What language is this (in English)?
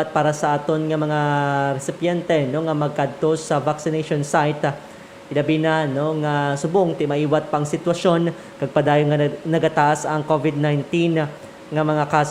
Hiligaynon